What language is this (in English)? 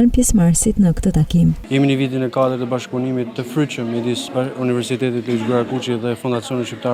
Albanian